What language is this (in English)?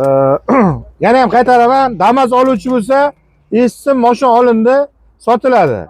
Uzbek